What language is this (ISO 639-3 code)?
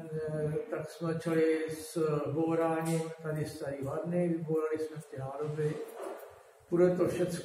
ces